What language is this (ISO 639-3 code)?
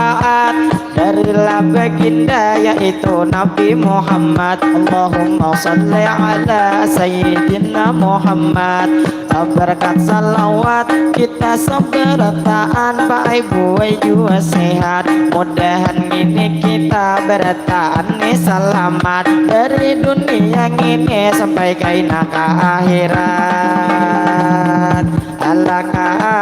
bjn